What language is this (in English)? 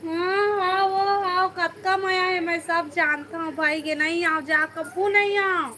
Chhattisgarhi